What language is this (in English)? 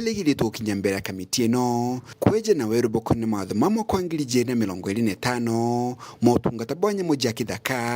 Meru